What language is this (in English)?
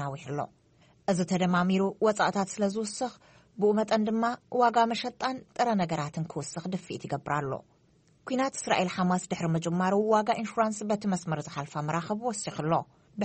Tigrinya